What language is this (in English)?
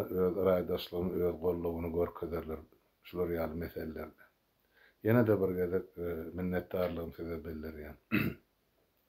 Turkmen